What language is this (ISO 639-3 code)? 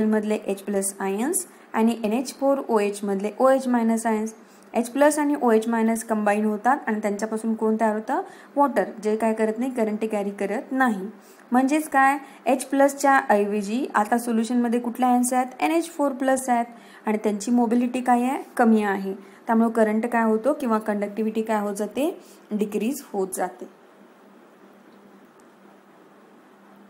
mar